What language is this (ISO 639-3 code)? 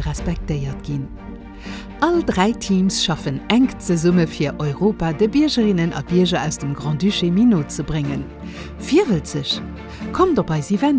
ltz